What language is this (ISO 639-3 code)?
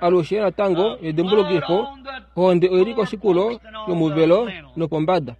kua